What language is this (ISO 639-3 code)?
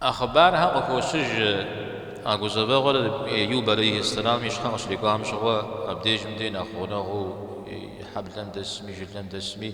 kbd